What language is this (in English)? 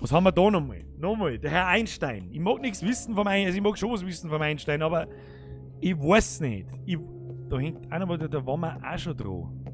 Bavarian